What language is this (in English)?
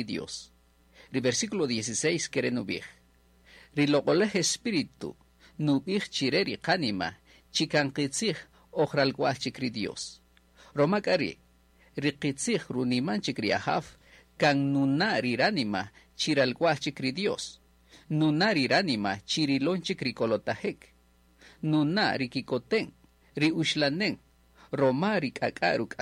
Kaqchikel